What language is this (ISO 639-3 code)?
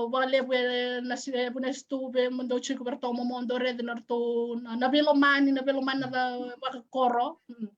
fij